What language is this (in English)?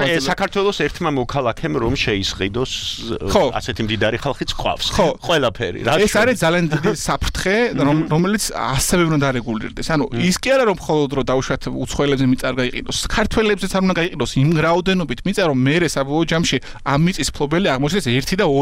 Georgian